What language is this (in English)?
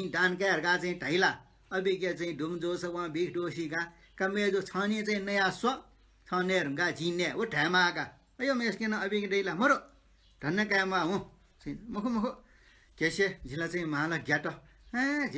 Newari